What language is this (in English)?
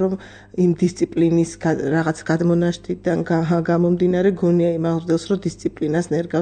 Georgian